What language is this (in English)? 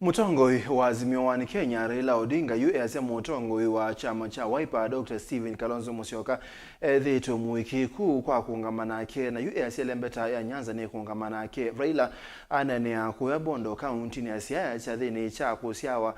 Kamba